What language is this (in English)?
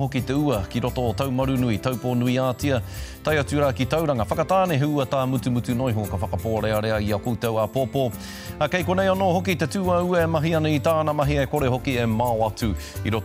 Māori